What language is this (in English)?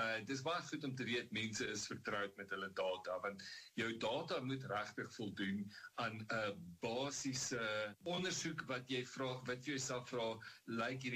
Afrikaans